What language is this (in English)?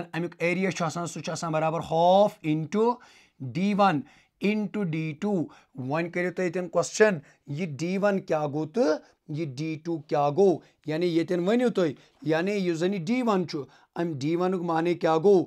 Kashmiri